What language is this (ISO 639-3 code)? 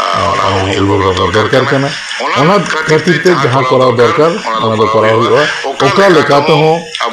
sat